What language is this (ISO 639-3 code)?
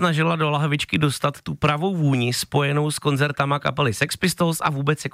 ces